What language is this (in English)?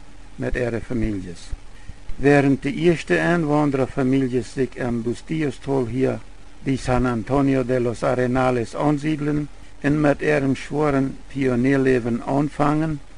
Plautdietsch